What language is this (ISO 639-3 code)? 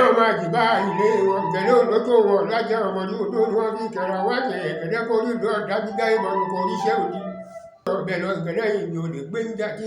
yor